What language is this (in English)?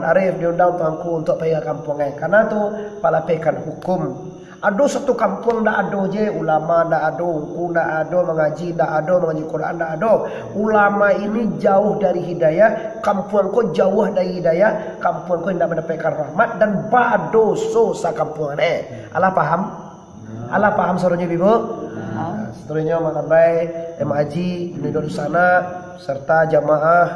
Minangkabau